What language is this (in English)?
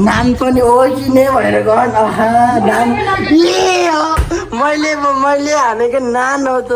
Nepali